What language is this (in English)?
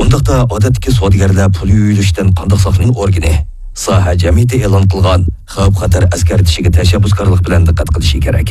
Uyghur